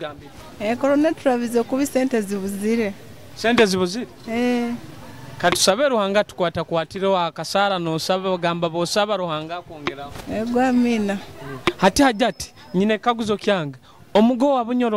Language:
Nyoro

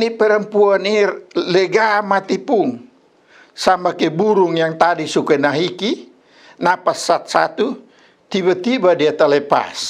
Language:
Kupang Malay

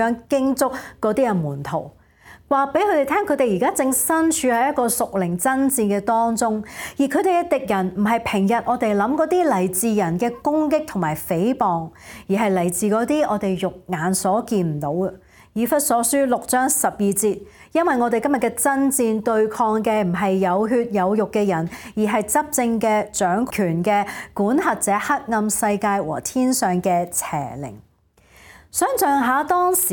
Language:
Cantonese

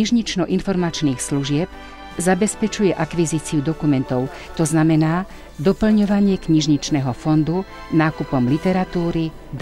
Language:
Slovak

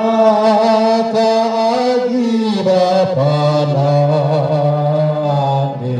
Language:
Batak Karo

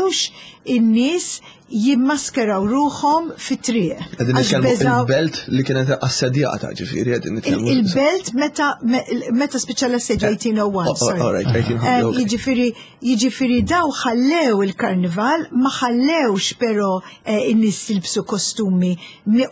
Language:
Maltese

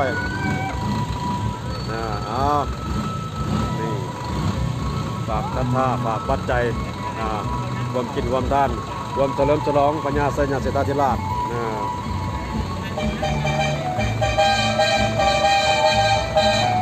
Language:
Thai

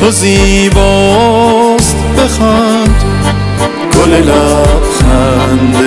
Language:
Persian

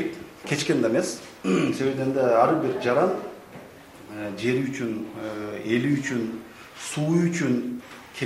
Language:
Kyrgyz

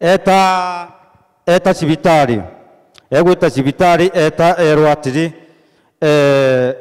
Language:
Meru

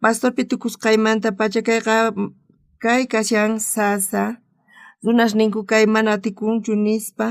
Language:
South Bolivian Quechua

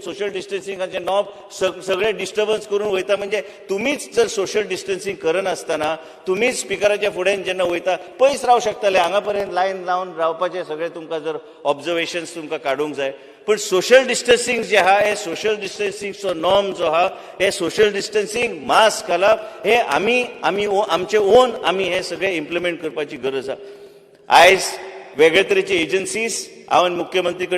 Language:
Konkani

